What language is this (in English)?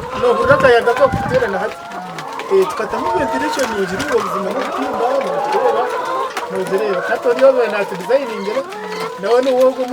Nyankole